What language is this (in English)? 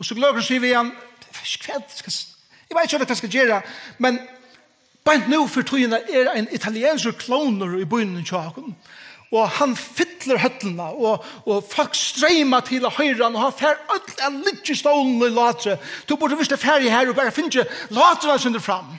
Faroese